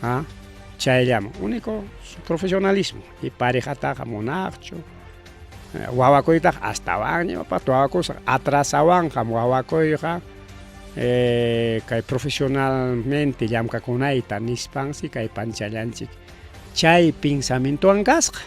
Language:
Ayacucho Quechua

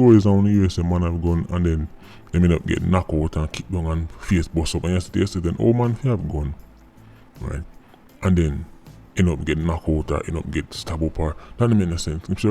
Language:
Jamaican Creole English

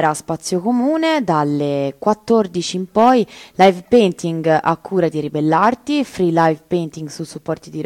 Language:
Italian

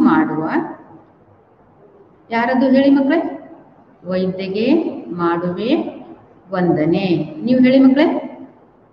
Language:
Kannada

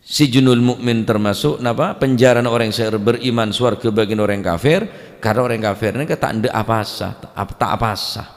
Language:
Madurese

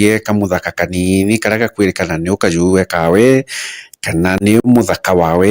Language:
Meru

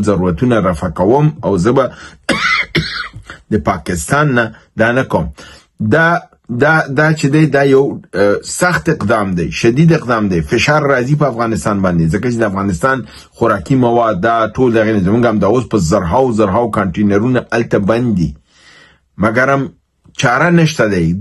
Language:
Pashto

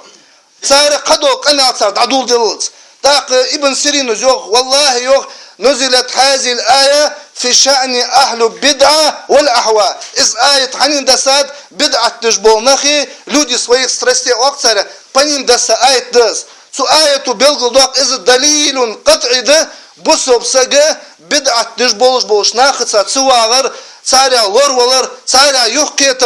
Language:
Ingush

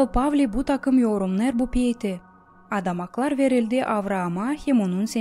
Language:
Gagauz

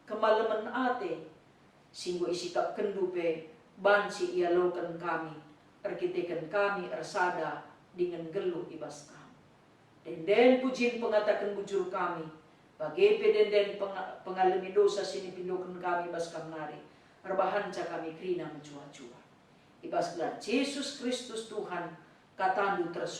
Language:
Batak Karo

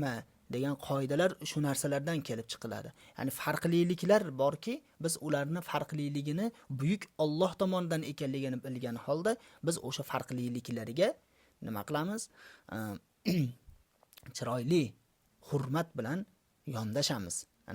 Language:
Uzbek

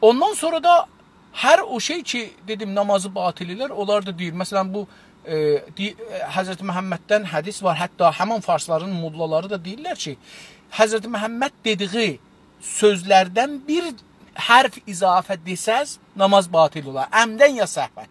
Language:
South Azerbaijani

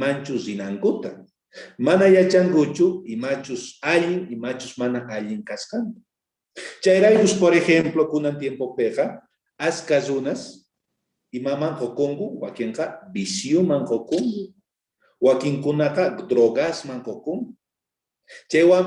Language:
South Bolivian Quechua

